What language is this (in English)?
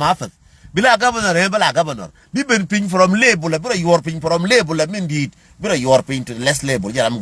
Nuer